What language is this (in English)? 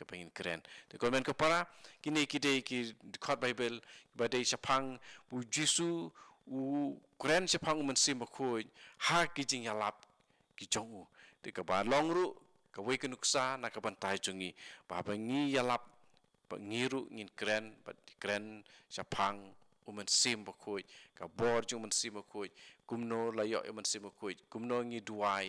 Khasi